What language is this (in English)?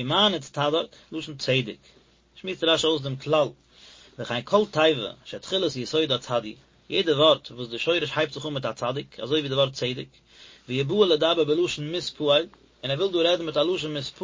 Yiddish